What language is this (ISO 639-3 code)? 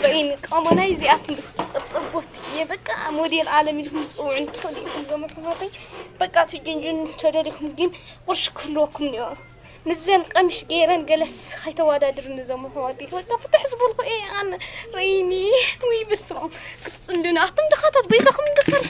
tir